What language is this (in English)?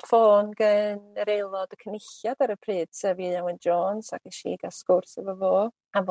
Welsh